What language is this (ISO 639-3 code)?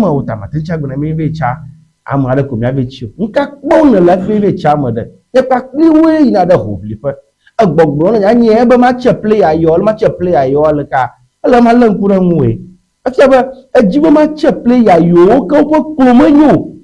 ewe